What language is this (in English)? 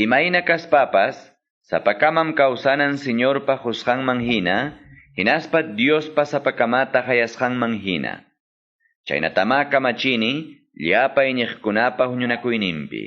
Quechua